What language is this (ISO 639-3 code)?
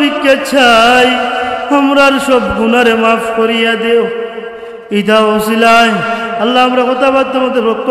syl